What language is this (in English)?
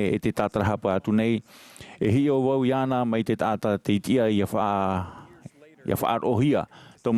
Tahitian